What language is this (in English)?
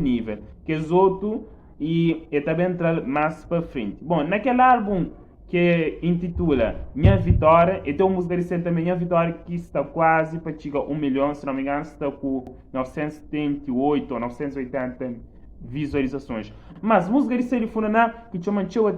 Kabuverdianu